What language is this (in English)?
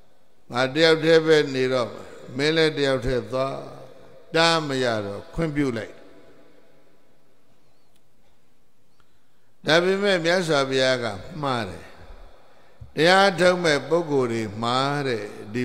Burmese